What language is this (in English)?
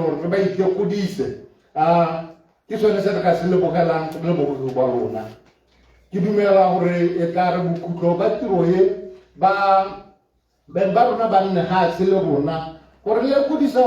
Tswana